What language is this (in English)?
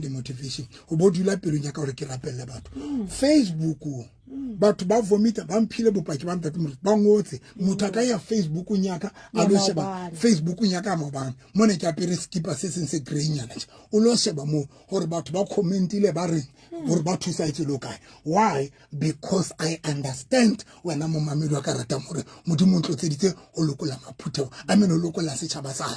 Southern Sotho